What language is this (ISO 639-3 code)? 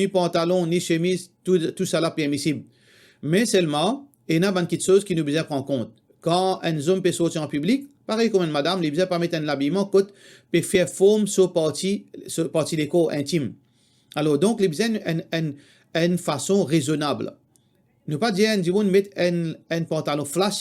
mfe